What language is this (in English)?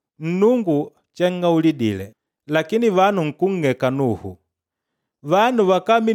Makonde